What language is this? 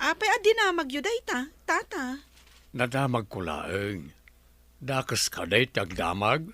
Iloko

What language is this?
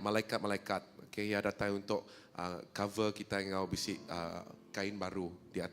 Iban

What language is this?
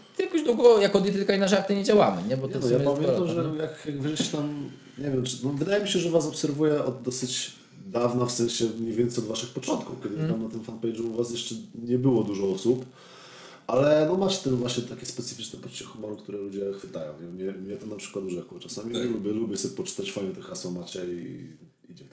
Polish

